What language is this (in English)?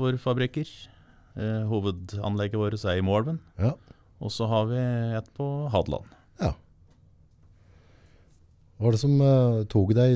Norwegian